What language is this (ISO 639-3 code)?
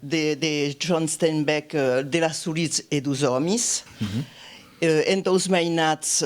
oci